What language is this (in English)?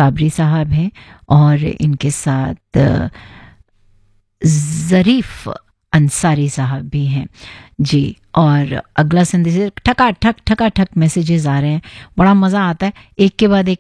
Hindi